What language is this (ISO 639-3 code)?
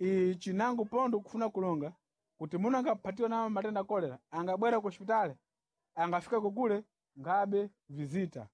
seh